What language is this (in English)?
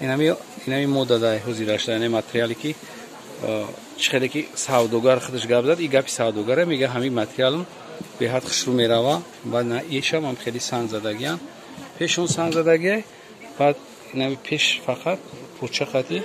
Tajik